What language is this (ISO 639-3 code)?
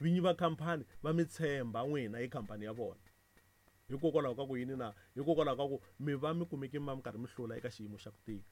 tso